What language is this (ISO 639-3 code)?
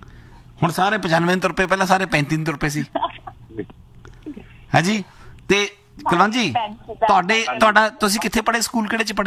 pan